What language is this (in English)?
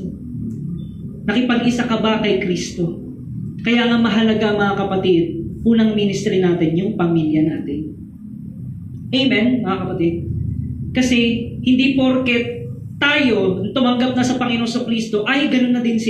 Filipino